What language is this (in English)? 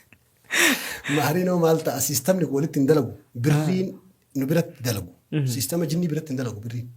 Oromo